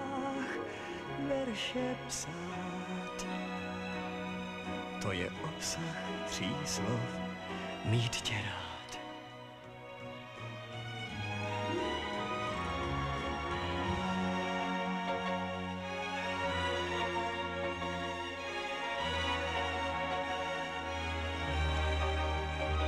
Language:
Czech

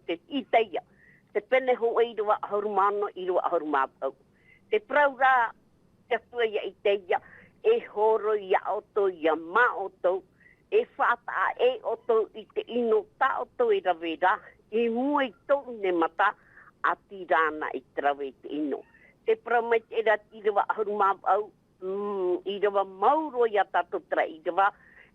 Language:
Tahitian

